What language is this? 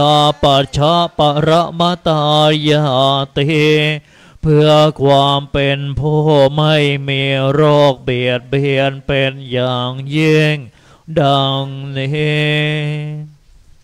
Thai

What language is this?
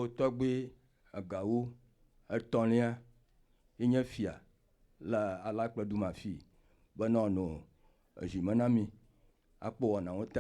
Ewe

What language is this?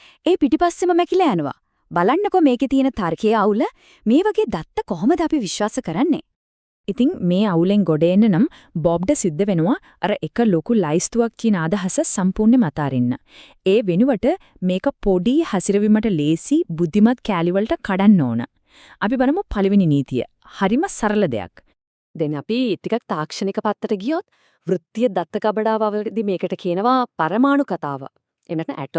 Sinhala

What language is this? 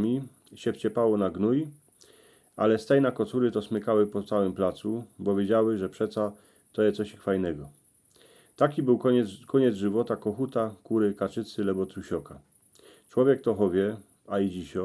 Silesian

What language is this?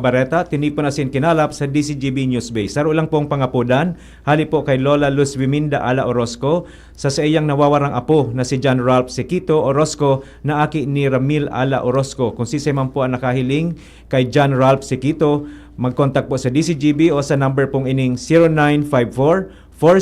Bikol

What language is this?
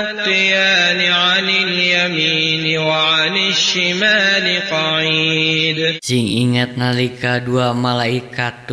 Sundanese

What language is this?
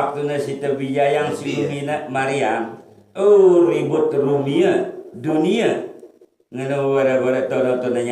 Sasak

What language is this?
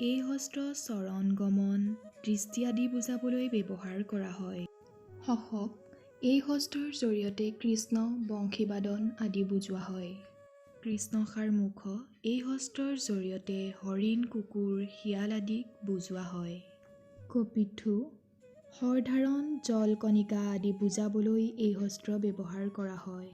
Assamese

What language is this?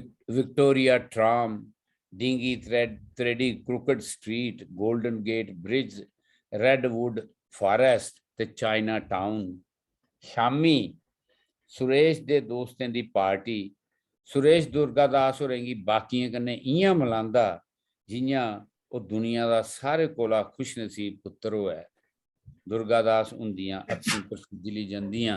Dogri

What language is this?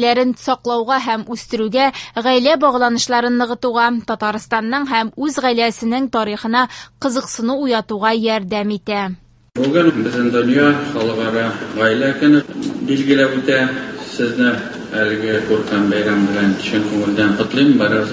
Tatar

